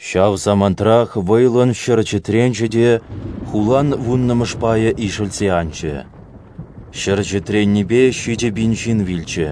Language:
Chuvash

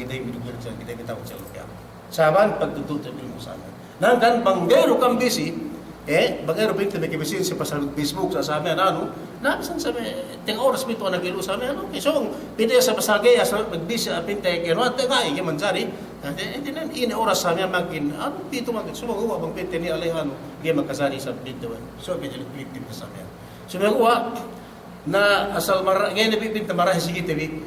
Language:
Yakan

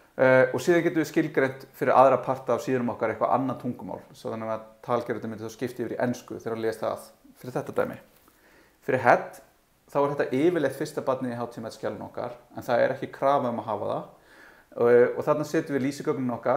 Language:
Icelandic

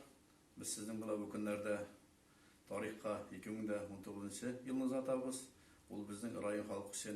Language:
Tatar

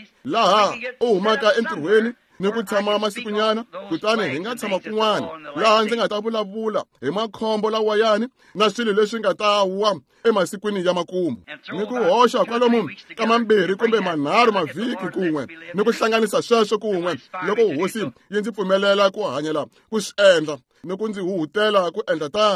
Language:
Tsonga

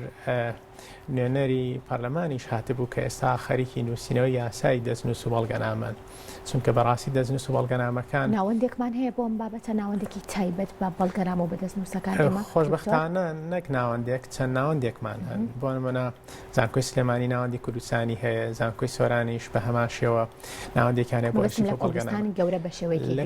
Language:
Central Kurdish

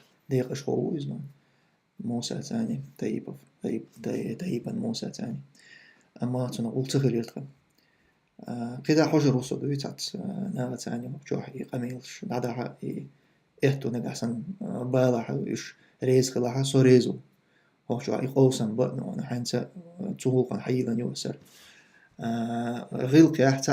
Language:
Chechen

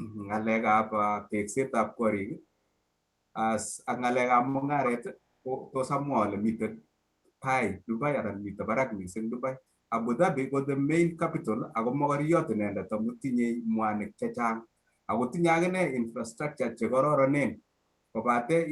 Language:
Kalenjin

